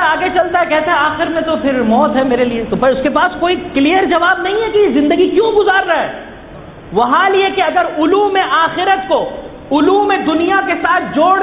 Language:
Urdu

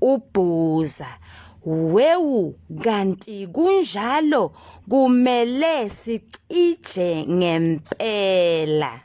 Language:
Zulu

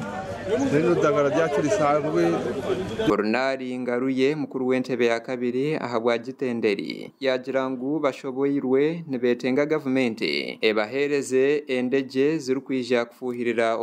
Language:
Nyankole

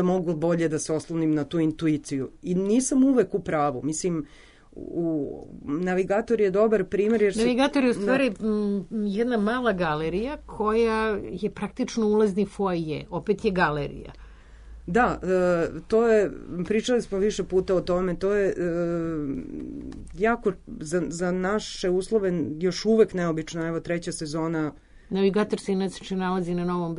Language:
Serbian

